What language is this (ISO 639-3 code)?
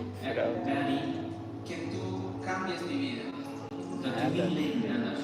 pdt